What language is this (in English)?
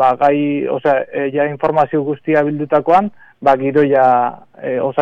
Basque